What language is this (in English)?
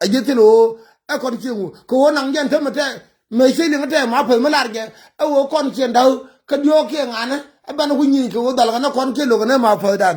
Nuer